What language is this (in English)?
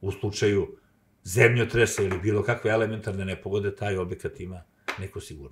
Serbian